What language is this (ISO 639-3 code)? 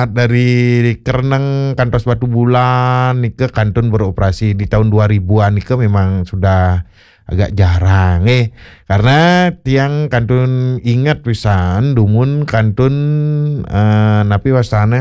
ban